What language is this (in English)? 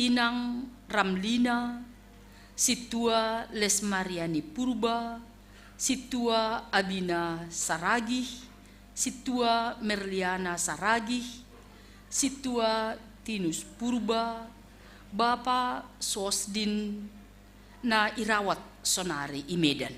Batak Simalungun